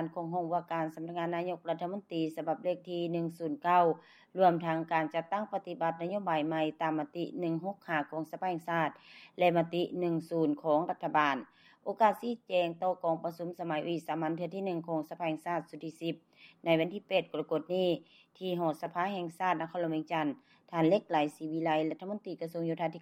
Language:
Lao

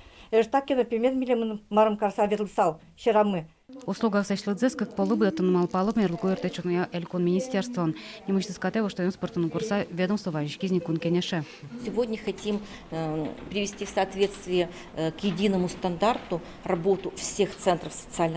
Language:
Udmurt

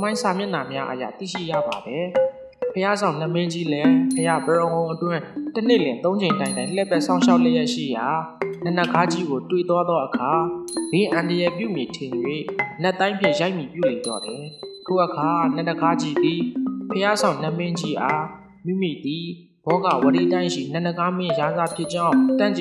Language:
Burmese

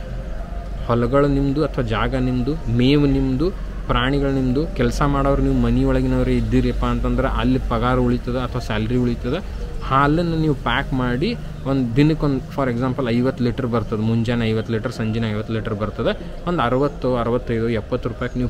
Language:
Kannada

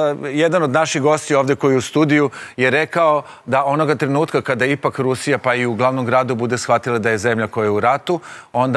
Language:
Serbian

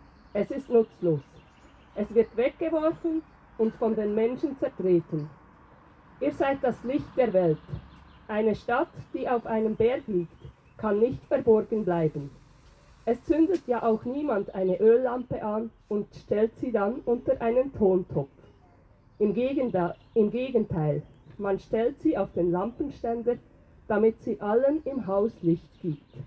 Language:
Swiss German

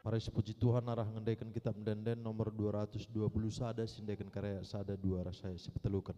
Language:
Batak Karo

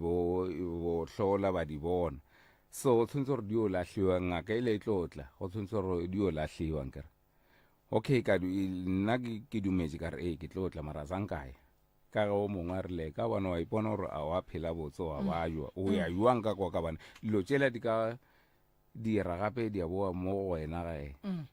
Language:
Northern Sotho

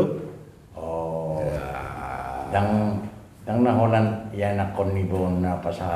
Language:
Batak Toba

